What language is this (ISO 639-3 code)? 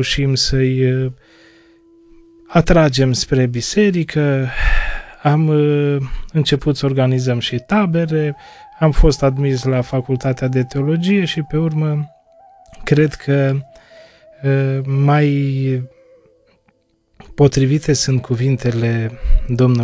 ron